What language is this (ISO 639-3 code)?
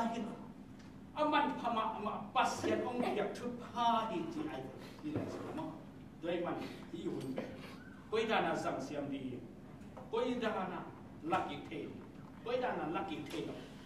ctd